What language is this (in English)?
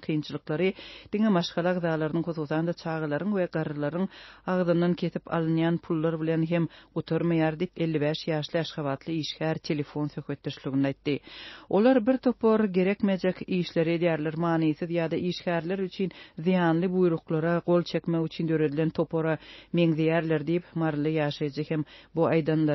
Turkmen